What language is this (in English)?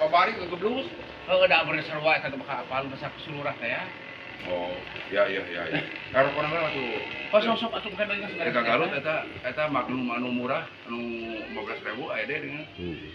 Sundanese